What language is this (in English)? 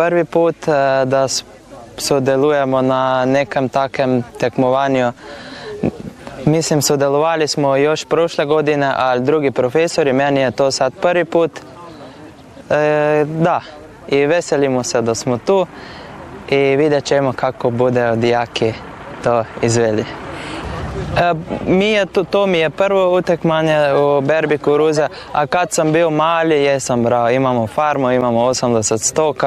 Bosnian